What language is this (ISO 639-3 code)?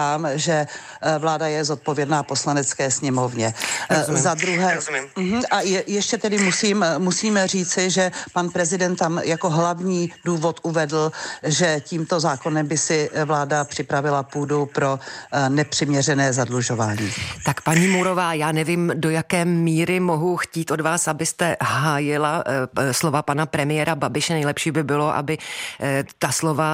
ces